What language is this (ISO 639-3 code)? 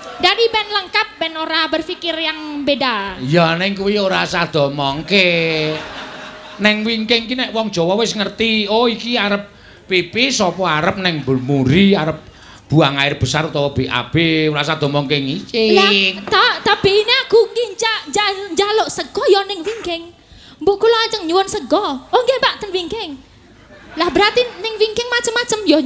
jav